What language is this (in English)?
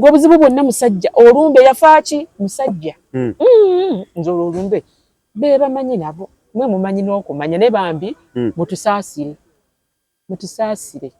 Ganda